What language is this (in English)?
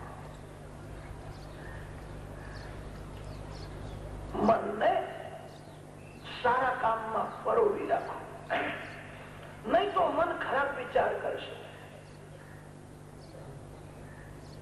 Gujarati